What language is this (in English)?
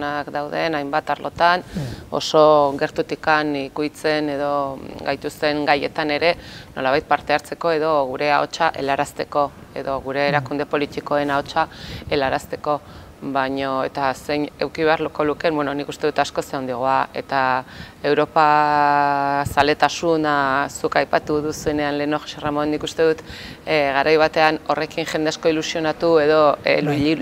Basque